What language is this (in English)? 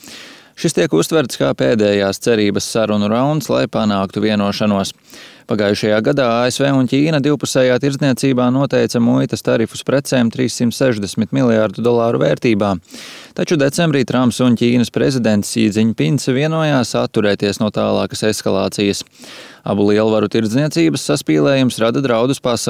Latvian